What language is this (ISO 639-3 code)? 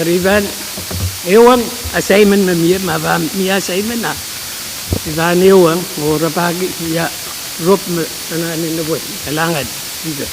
pon